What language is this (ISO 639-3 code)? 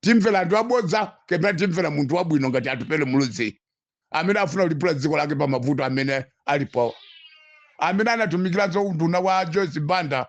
nya